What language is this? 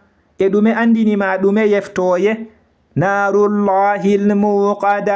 Fula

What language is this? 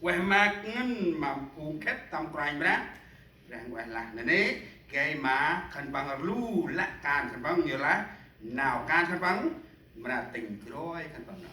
Central Mnong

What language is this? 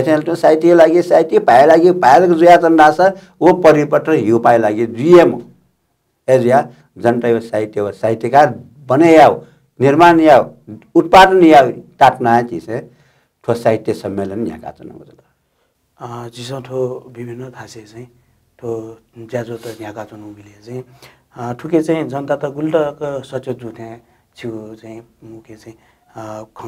Newari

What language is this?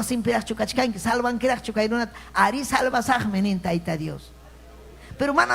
Ayacucho Quechua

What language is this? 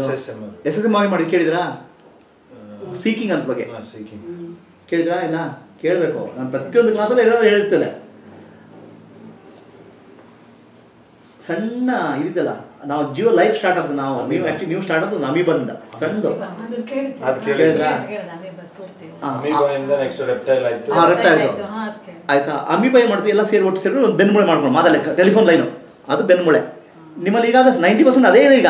Kannada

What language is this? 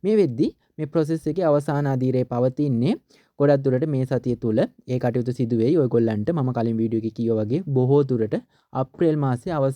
Sinhala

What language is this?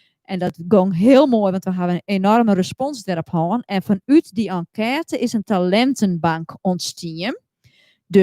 Western Frisian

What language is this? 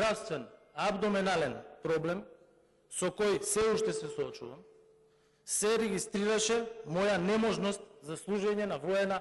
Macedonian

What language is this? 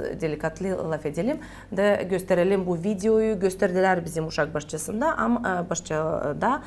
Gagauz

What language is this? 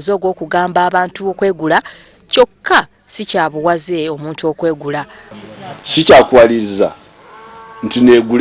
Ganda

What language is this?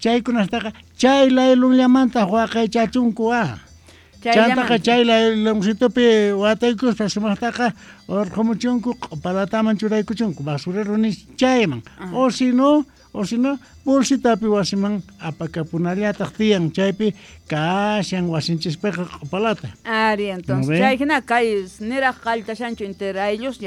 South Bolivian Quechua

